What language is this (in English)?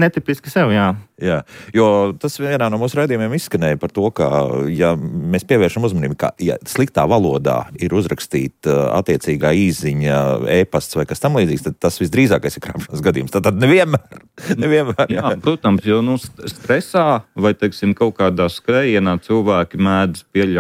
Latvian